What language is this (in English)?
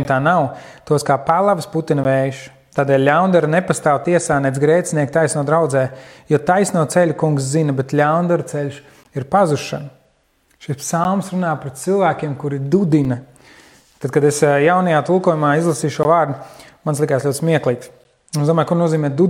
Latvian